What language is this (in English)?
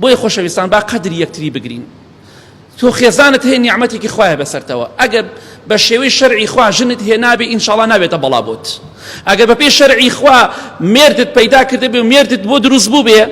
Central Kurdish